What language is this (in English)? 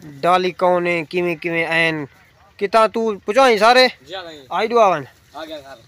Saraiki